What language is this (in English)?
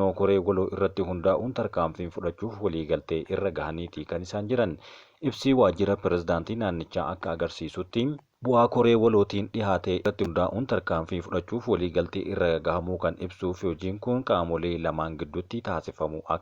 Oromo